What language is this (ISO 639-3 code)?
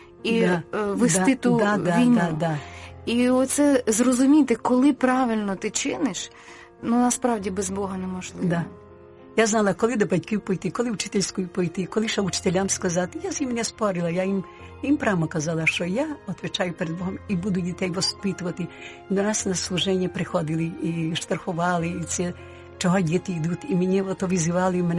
ukr